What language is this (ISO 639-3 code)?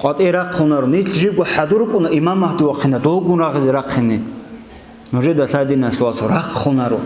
ava